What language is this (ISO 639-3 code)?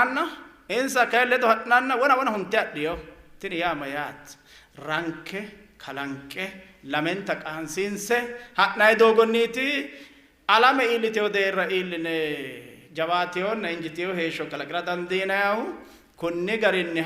sid